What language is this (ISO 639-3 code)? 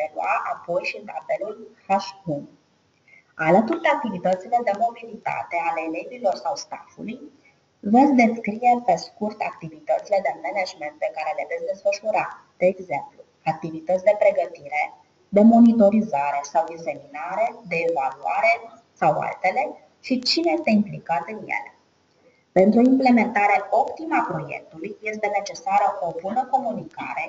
ron